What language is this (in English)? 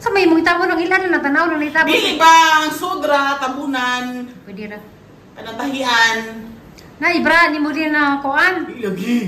Cebuano